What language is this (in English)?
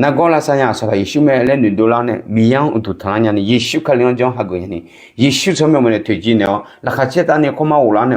Akha